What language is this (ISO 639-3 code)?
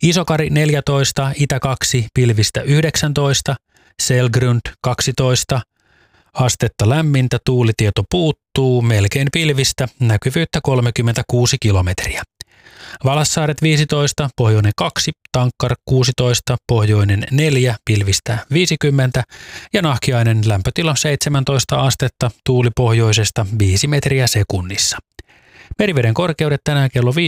fin